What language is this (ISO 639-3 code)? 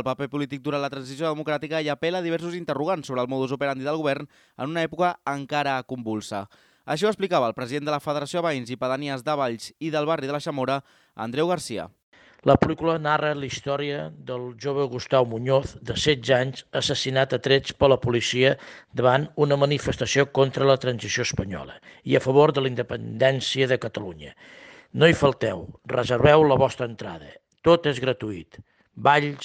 cat